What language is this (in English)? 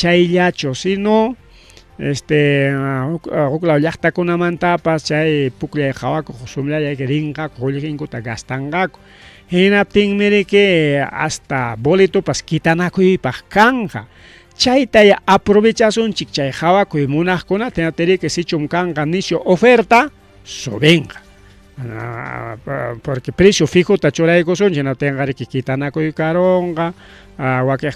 Ayacucho Quechua